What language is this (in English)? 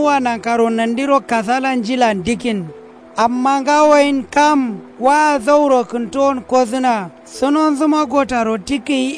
Kanuri